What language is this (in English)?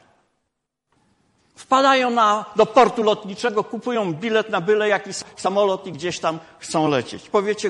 Polish